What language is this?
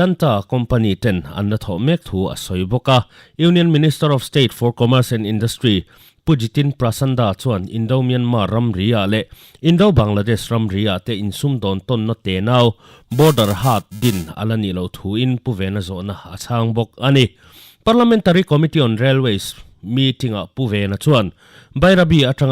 Mizo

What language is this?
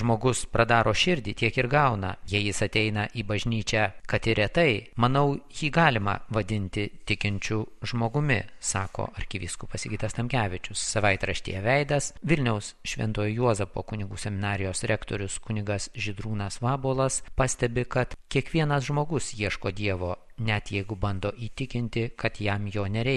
Lithuanian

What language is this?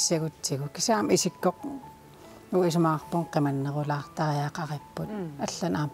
Kalaallisut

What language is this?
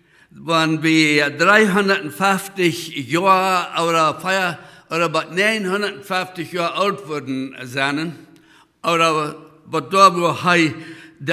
Plautdietsch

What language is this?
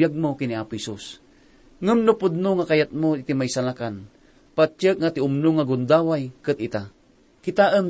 Iloko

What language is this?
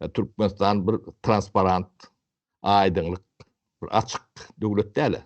Turkmen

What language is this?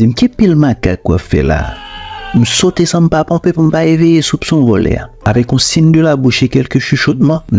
Haitian Creole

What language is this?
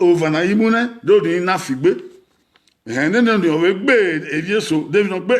Bini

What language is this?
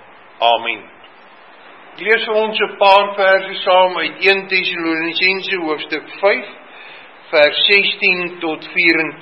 Afrikaans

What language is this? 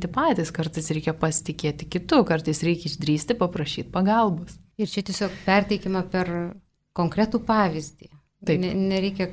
Lithuanian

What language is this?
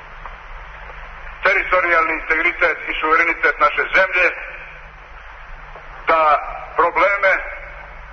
Serbian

